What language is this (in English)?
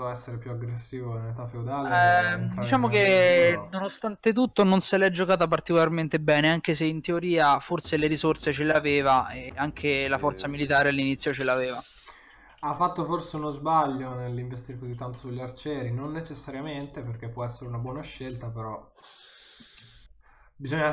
Italian